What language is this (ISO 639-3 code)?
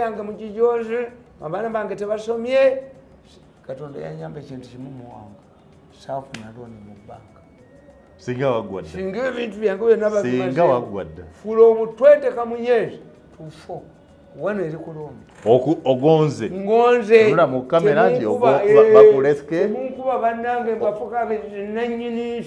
lug